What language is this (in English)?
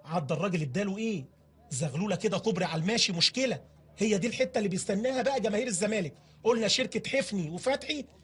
Egyptian Arabic